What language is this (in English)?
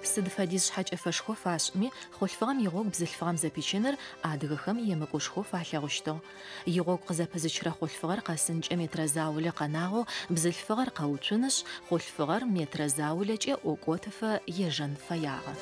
Adyghe